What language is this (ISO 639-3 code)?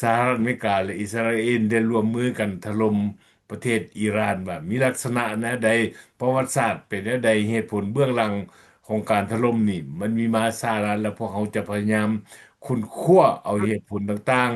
lao